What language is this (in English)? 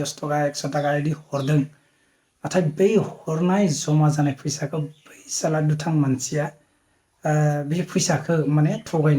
Bodo